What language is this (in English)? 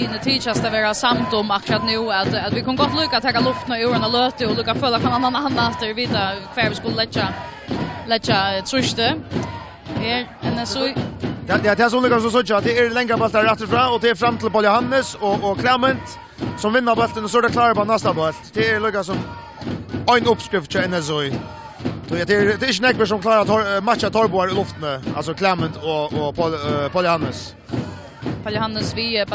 Faroese